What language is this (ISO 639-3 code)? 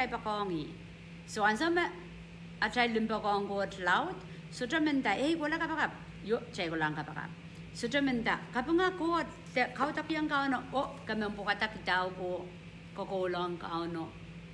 pon